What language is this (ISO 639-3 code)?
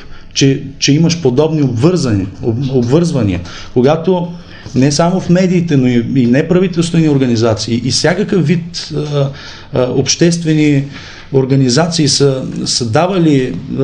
bul